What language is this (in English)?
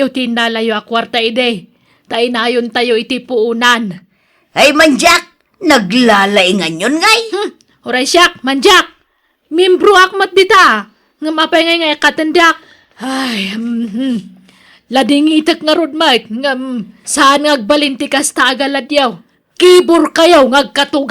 Iloko